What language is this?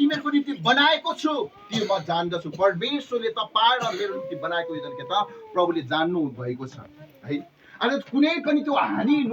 Nepali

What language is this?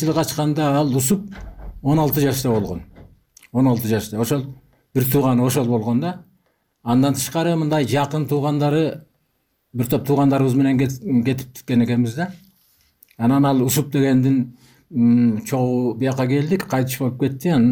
Kyrgyz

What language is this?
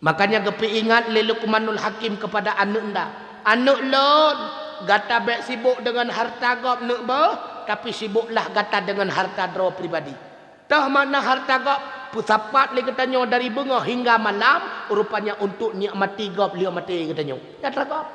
Achinese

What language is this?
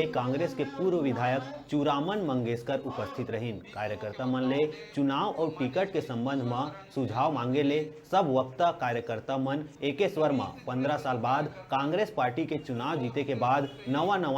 Chhattisgarhi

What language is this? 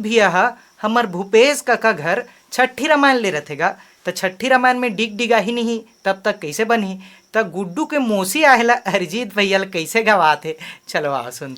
Chhattisgarhi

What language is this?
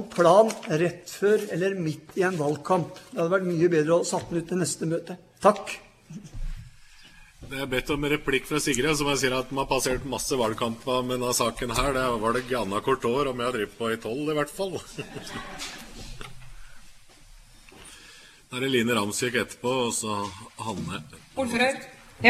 Norwegian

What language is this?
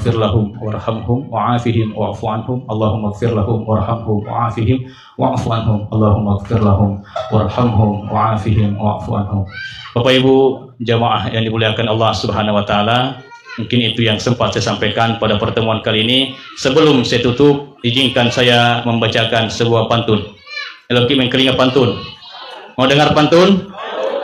Buginese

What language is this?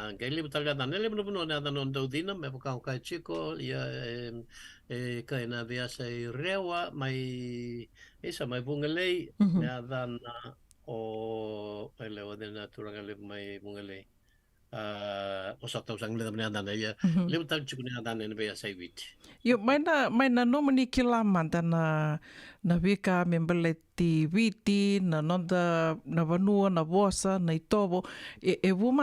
Fijian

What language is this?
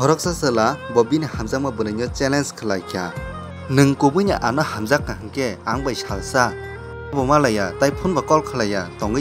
Kok Borok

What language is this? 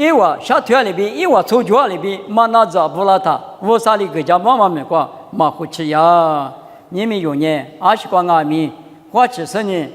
Lisu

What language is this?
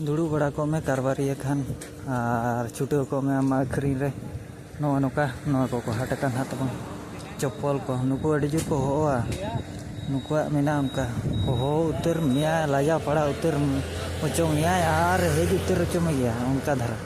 Santali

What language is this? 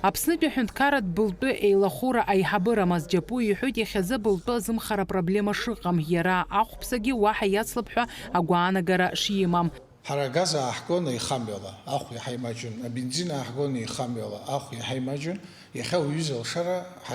Abkhazian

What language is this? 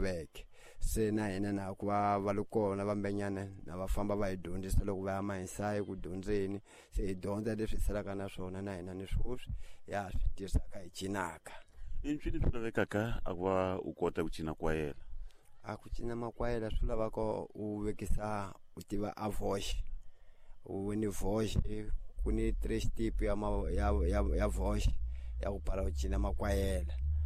Tsonga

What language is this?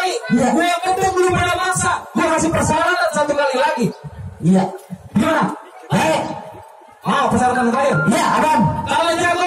Betawi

